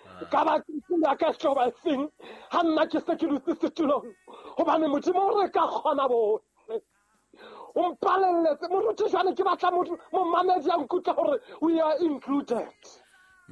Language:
Southern Sotho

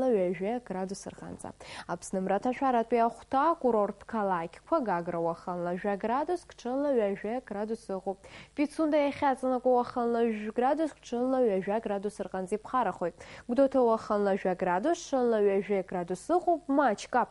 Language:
Abkhazian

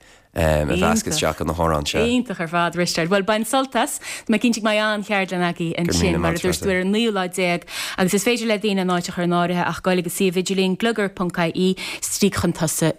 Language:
Irish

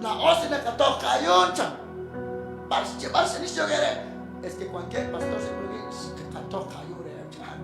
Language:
Kekchí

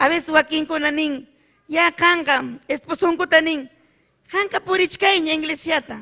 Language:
Ayacucho Quechua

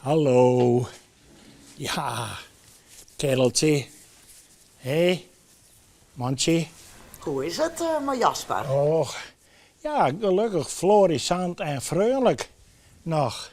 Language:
Western Frisian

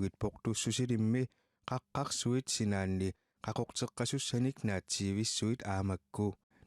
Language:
Kalaallisut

